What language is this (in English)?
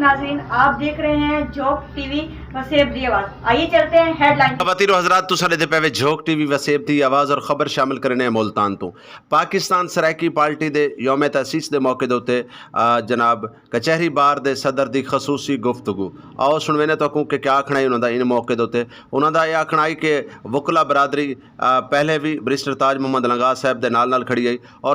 Saraiki